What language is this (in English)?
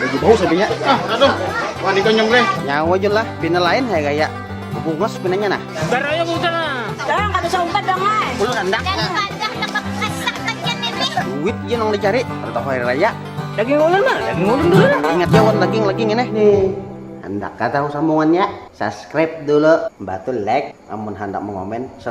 Banjar